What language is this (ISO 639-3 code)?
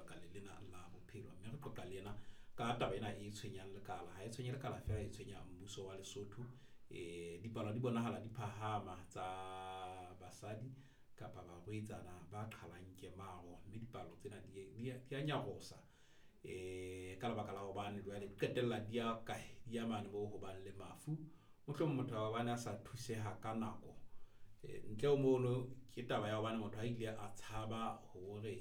sot